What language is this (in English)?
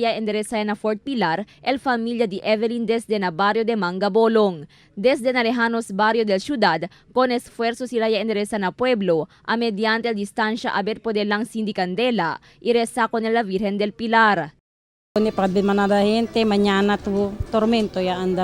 Chavacano